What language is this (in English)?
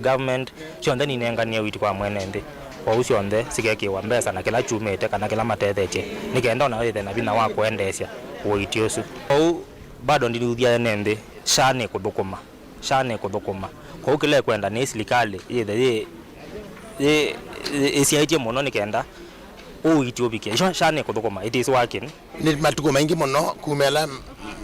Kamba